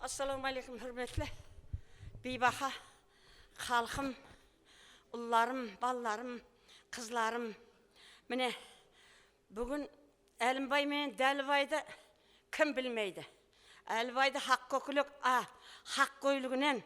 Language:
Kara-Kalpak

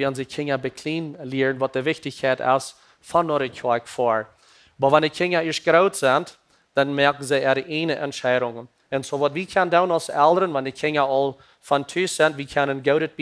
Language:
Plautdietsch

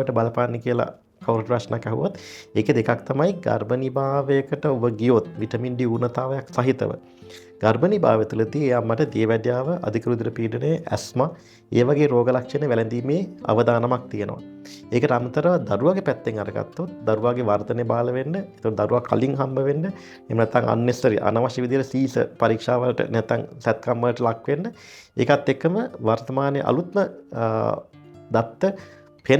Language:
Sinhala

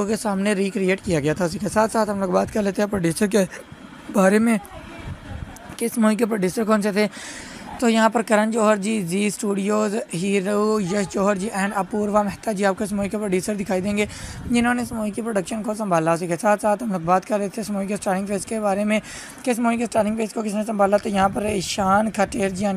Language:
Hindi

